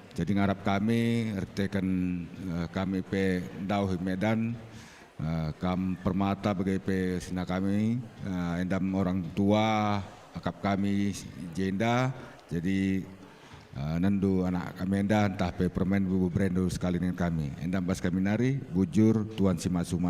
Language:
Batak Karo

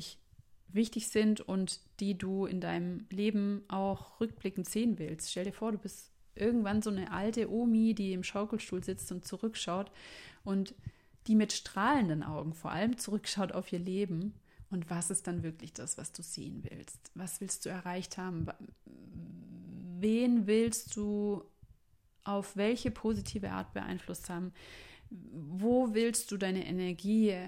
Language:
German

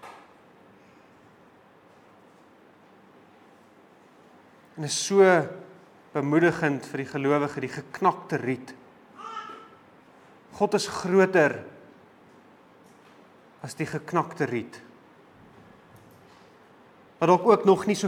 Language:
Afrikaans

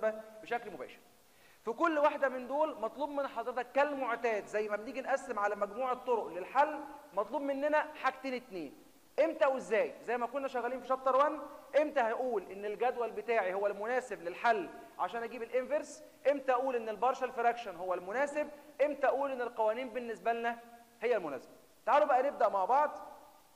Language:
Egyptian Arabic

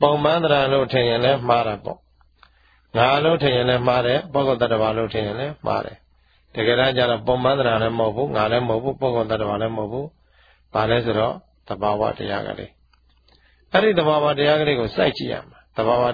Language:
Burmese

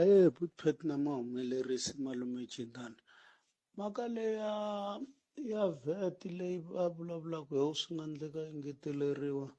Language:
Tsonga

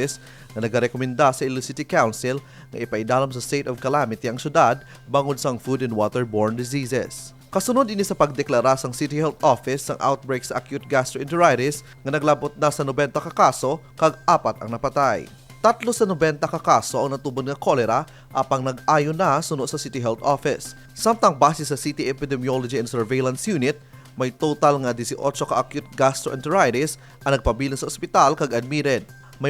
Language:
Hiligaynon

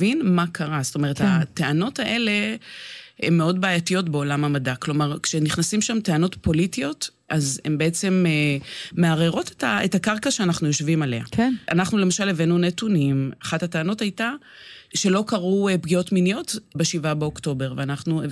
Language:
Hebrew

